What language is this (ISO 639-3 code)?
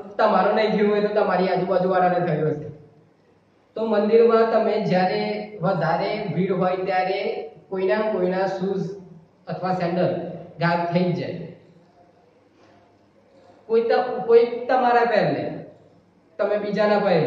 guj